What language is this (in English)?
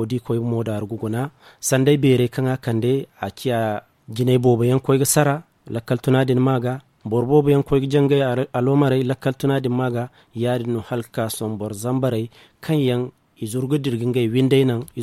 Zarma